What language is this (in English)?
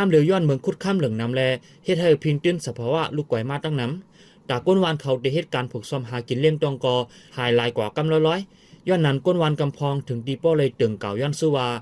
Lao